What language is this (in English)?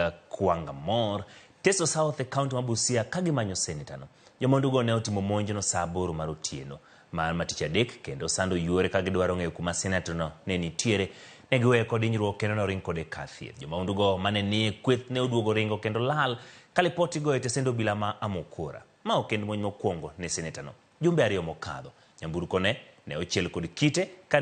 Luo (Kenya and Tanzania)